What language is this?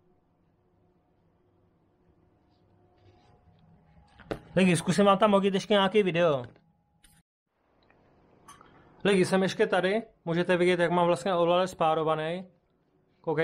Czech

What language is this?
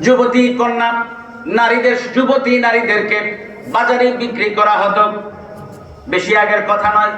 Sylheti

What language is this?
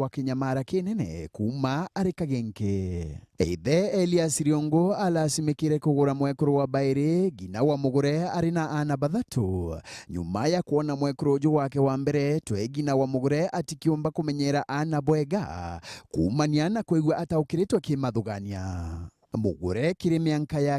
Meru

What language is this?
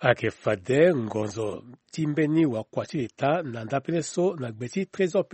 Sango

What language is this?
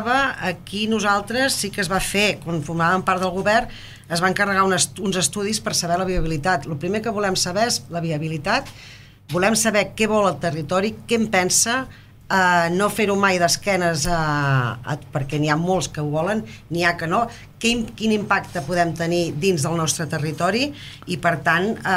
Catalan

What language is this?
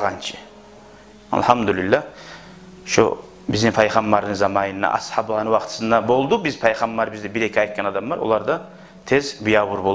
Kumyk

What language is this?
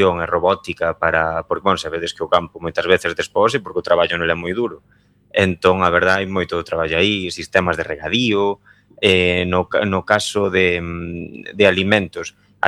Galician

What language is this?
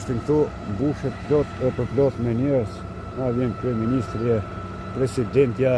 Albanian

